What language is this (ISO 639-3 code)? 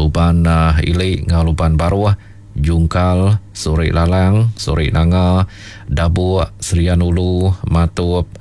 iba